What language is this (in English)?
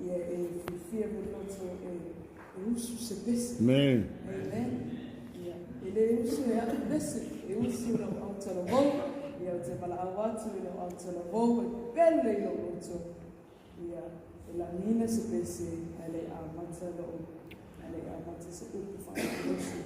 Samoan